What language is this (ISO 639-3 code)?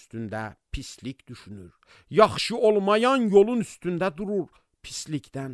aze